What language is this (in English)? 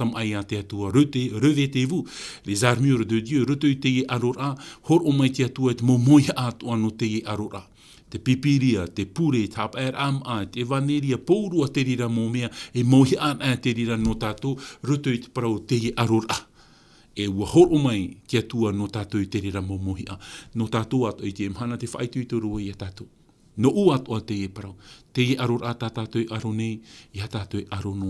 Tahitian